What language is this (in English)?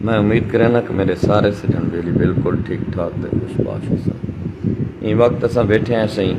Saraiki